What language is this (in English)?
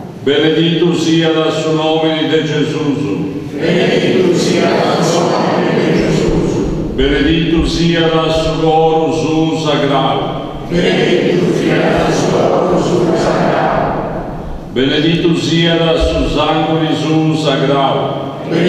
Sardinian